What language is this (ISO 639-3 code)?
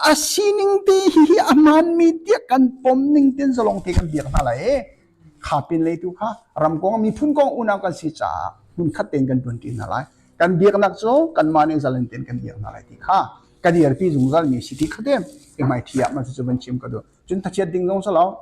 cnh